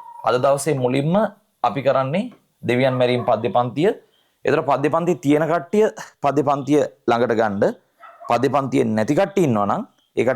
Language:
Sinhala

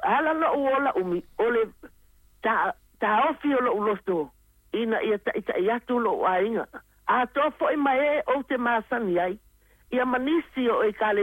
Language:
Samoan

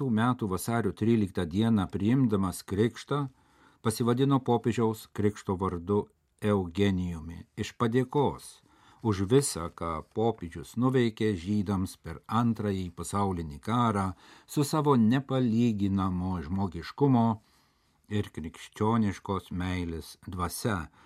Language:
Lithuanian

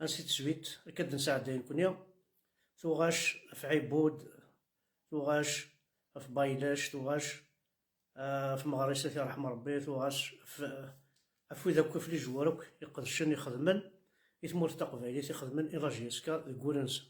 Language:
Kabyle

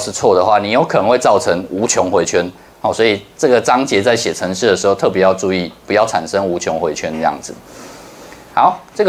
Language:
Chinese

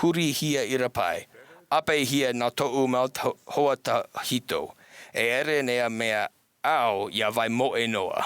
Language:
Tahitian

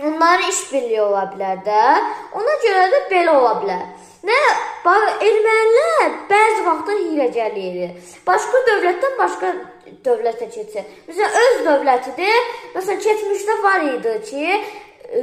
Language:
Azerbaijani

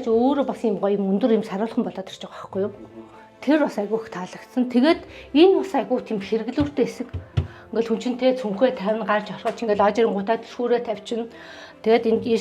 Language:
Mongolian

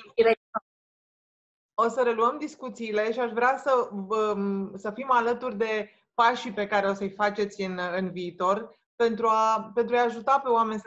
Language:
Romanian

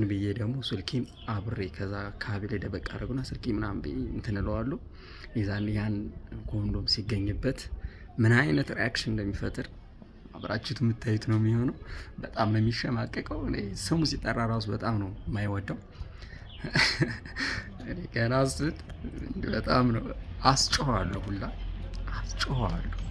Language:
Amharic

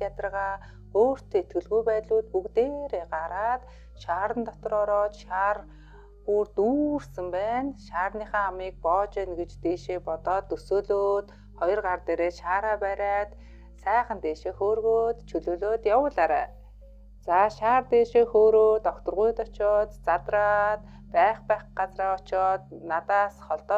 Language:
Mongolian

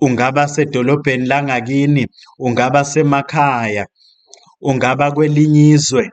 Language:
Zulu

